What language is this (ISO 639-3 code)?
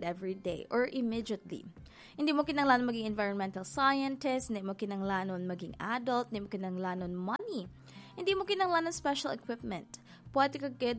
hil